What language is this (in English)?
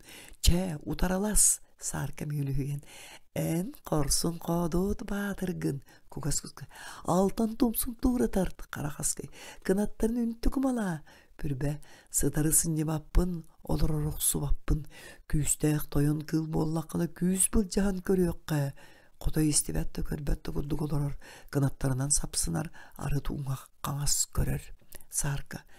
Yakut